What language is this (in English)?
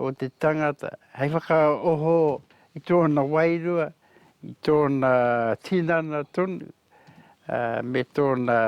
Māori